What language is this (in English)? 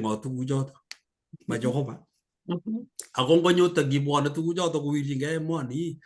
Kalenjin